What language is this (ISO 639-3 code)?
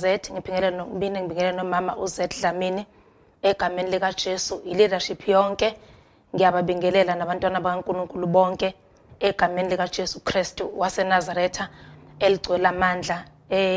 zul